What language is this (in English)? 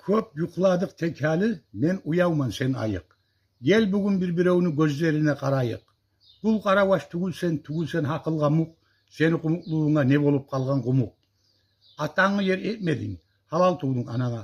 Kumyk